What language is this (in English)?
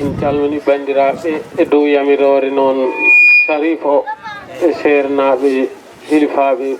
Fula